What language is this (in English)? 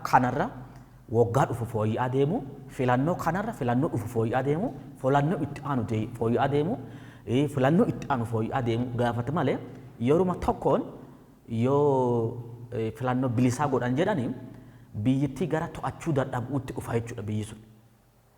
Oromo